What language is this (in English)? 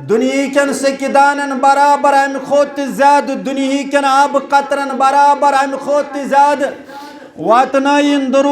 Kashmiri